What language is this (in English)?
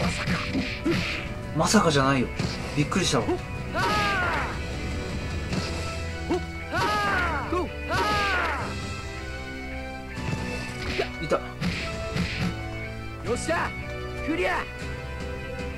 Japanese